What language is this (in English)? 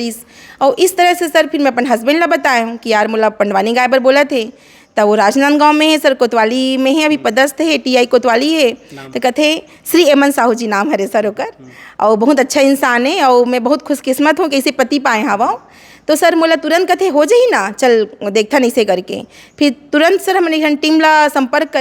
Chhattisgarhi